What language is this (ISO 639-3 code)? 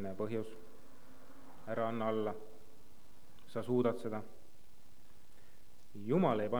est